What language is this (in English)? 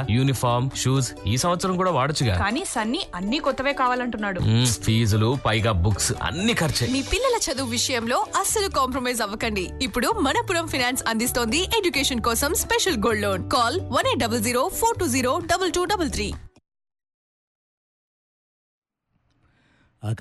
Telugu